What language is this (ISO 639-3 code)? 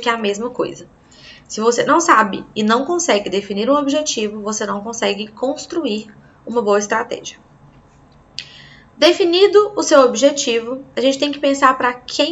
por